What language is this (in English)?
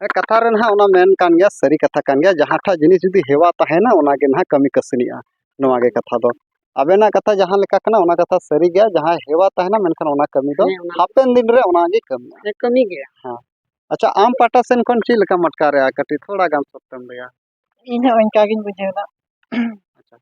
Santali